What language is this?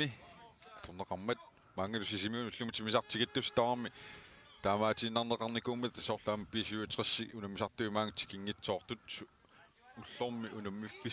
Kalaallisut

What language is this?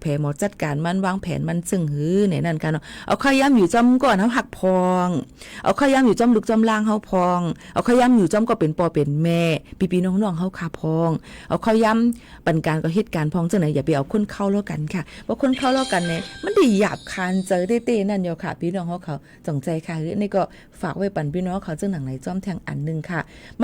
Shan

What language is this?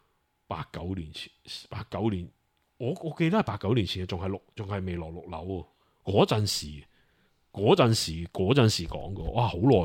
Cantonese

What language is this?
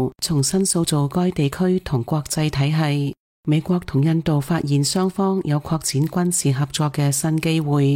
Cantonese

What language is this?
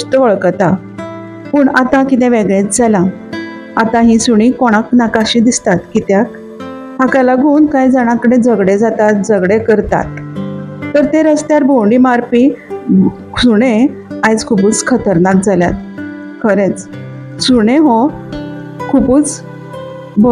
Konkani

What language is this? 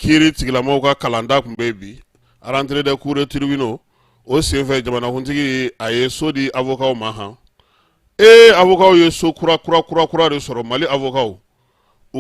Bambara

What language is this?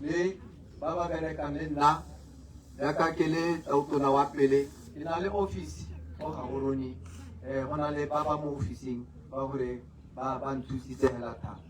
Tswana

